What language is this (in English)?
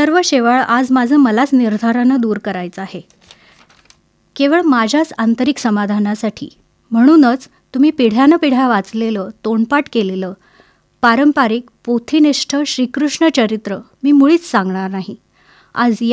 Marathi